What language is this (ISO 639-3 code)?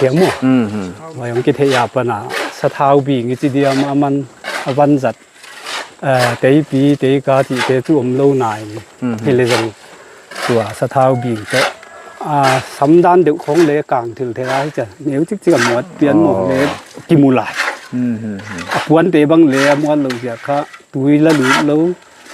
pck